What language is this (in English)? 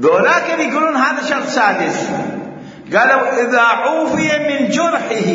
Mesopotamian Arabic